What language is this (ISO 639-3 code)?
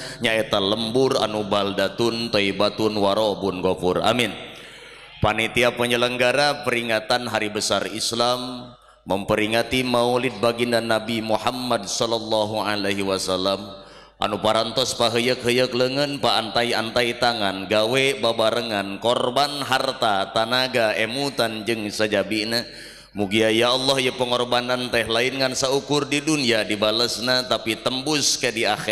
sun